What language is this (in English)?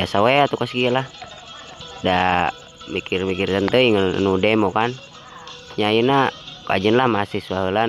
Sundanese